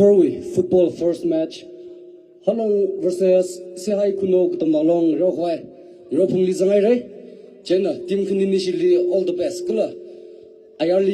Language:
Tangkhul Naga (India)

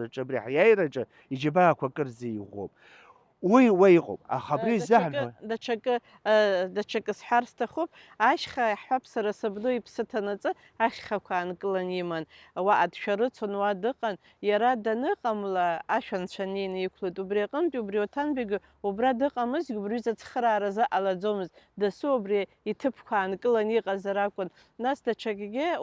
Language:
Abkhazian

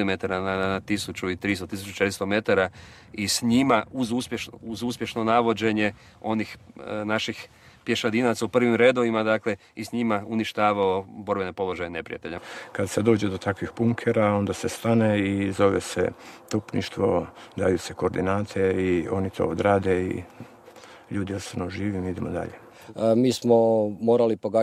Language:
Croatian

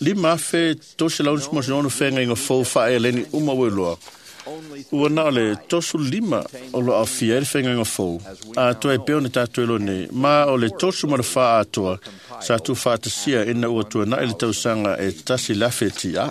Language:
Samoan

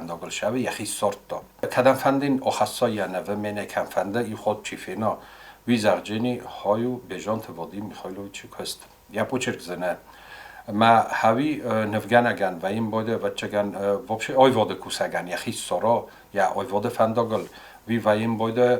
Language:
Ossetic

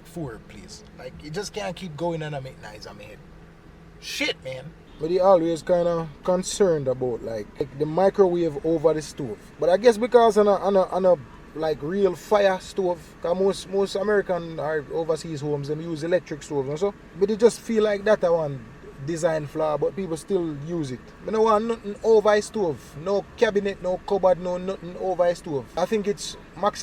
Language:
Jamaican Creole English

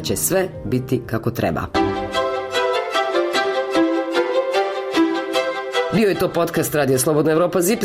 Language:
Croatian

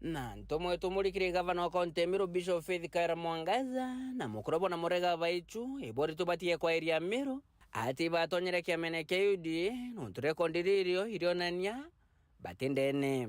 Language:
Meru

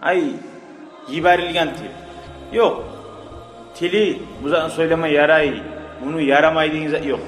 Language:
Kumyk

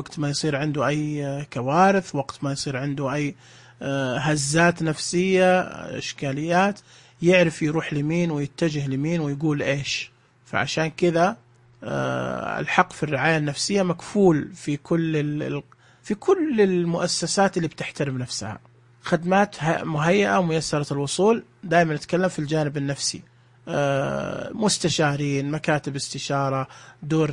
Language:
Najdi Arabic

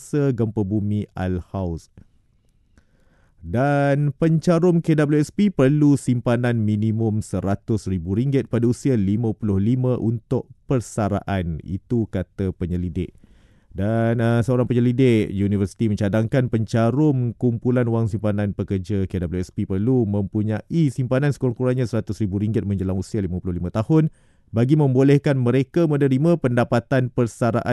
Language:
Malay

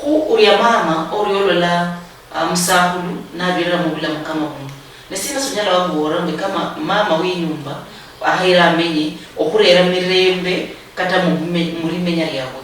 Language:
Luyia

